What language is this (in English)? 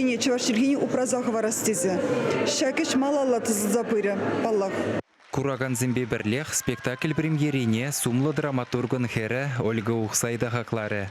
Chuvash